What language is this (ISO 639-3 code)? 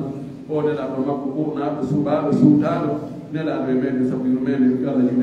fuf